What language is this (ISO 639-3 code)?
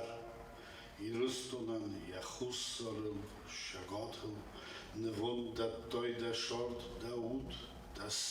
oss